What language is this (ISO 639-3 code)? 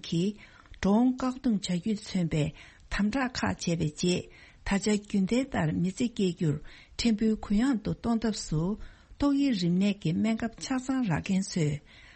bod